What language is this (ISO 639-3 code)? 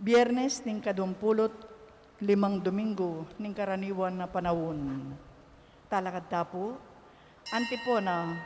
pam